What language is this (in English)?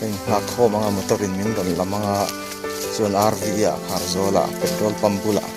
Mizo